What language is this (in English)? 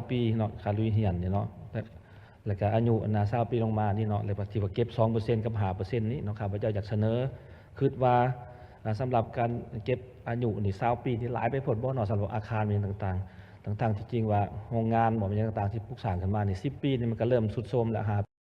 Lao